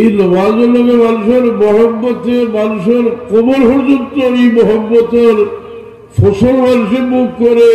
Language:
Sylheti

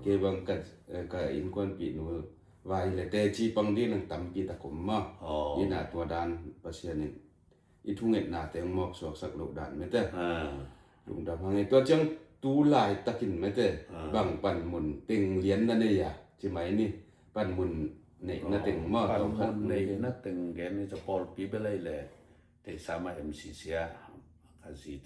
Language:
Tedim Chin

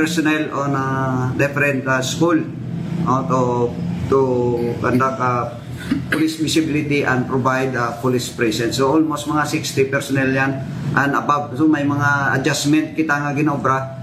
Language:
Hiligaynon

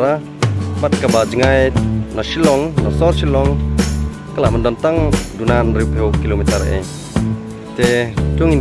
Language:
Khasi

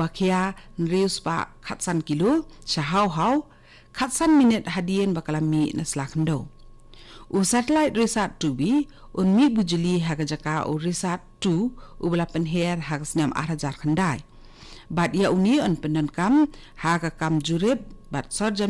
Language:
Khasi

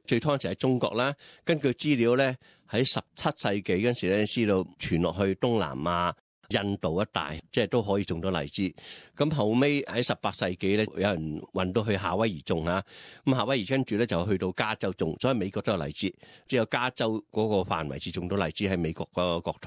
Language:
Cantonese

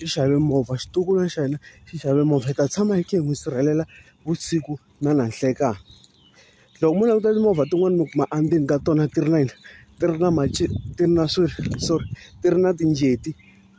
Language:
Tsonga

